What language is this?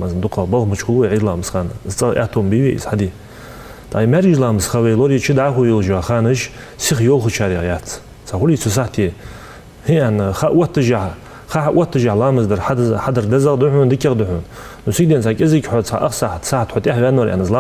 Ingush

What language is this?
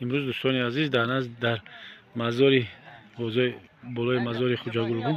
Tajik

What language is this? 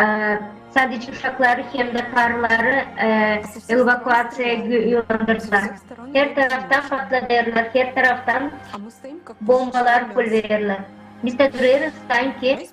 Gagauz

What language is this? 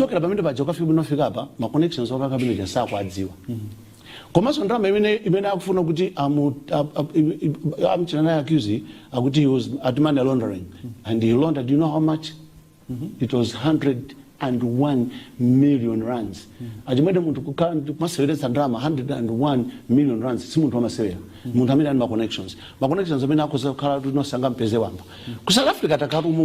Nyanja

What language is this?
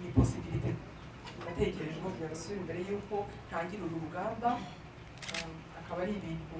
Kinyarwanda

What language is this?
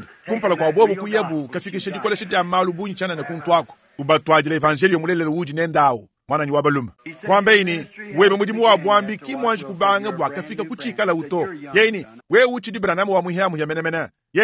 Luba-Lulua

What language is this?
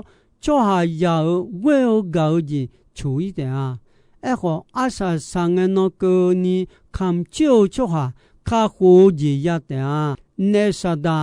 Akha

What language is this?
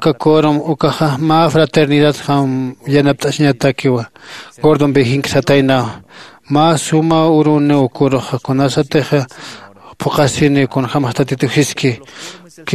Aymara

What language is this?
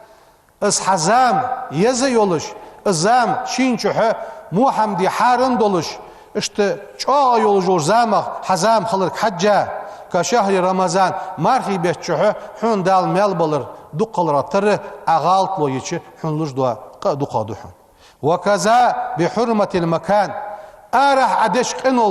Ingush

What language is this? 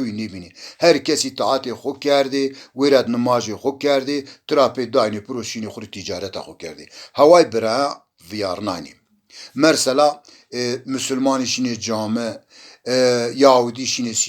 Zaza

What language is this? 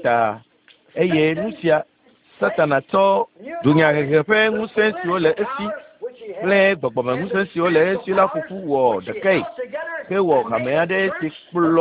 Ewe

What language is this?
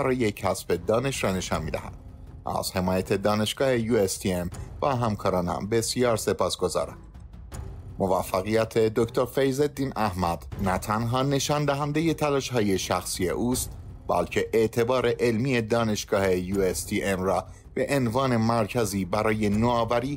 Persian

